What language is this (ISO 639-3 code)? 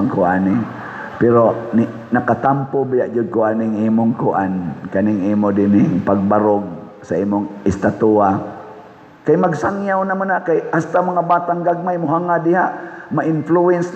ceb